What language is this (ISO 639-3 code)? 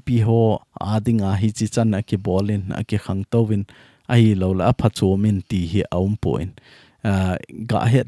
tcz